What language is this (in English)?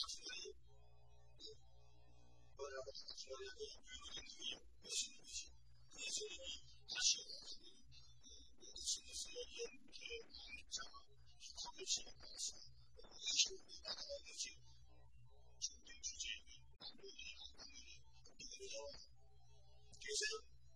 Korean